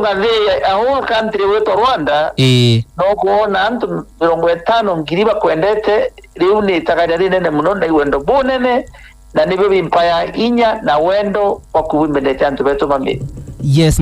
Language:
Meru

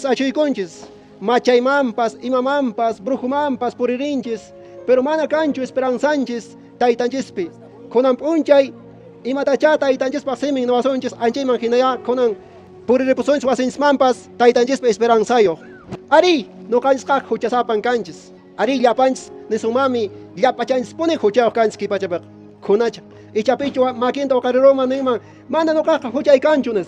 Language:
Quechua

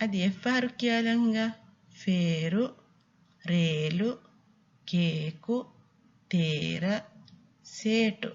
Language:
Divehi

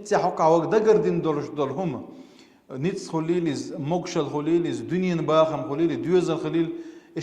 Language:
Chechen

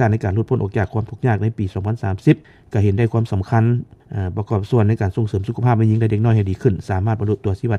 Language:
Lao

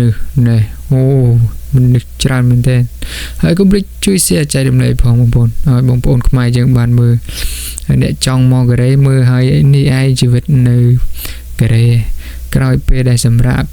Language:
Khmer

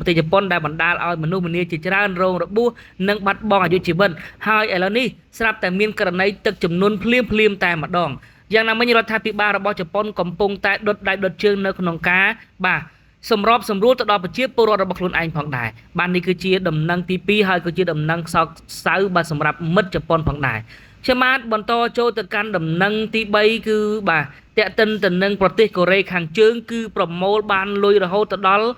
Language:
Khmer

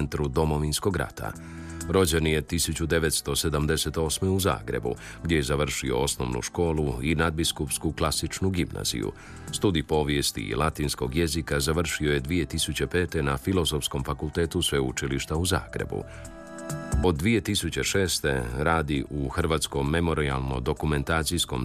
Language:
Croatian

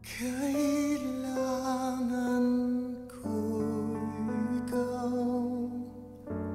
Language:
Filipino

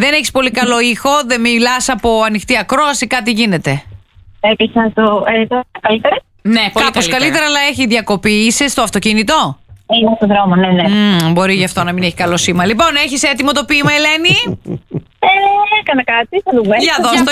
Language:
Greek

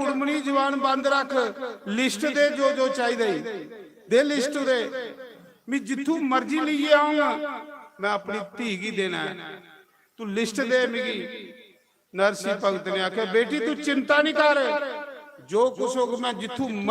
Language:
Dogri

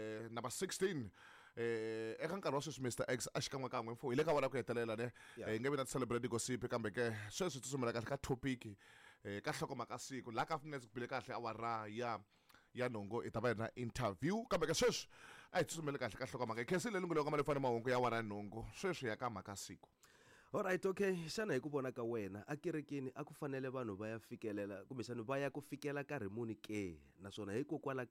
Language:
Tsonga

